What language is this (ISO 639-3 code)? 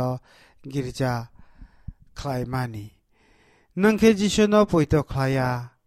trp